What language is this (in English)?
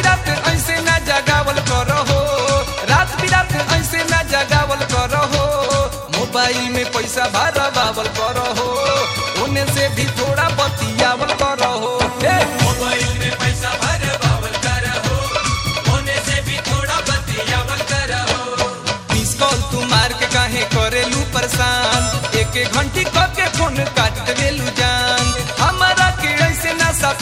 Bhojpuri